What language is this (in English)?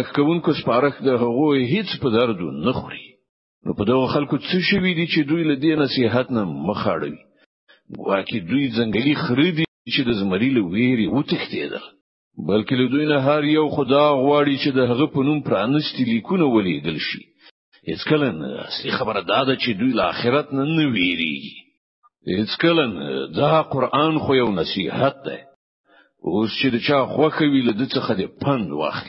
Pashto